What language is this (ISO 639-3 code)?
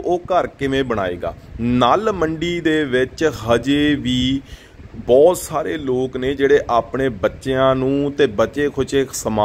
pan